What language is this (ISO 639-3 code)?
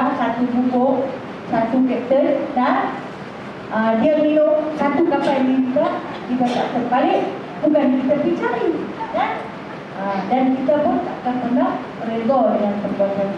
msa